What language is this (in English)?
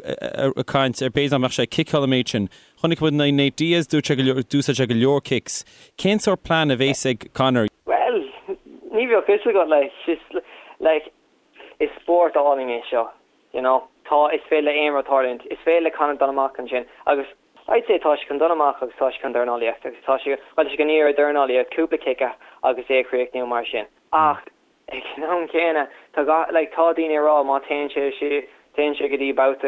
Irish